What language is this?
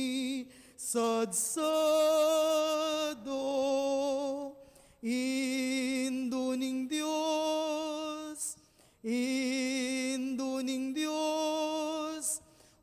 Pampanga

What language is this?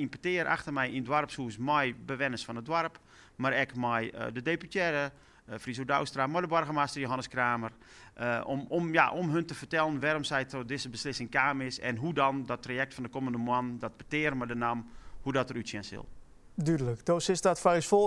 Western Frisian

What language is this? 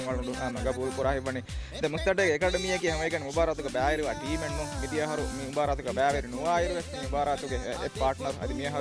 Divehi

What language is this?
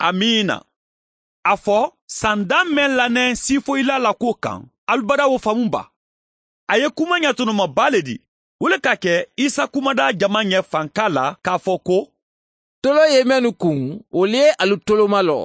Mandingo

